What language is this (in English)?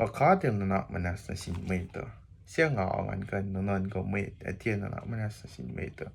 Kosraean